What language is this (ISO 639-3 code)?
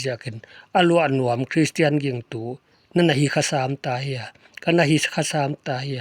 pck